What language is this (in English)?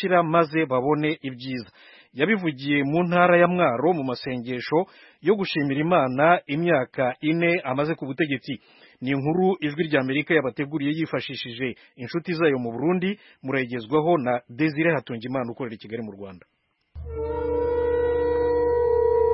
Kinyarwanda